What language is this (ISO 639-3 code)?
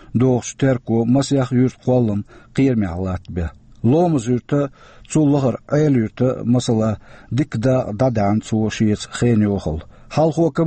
che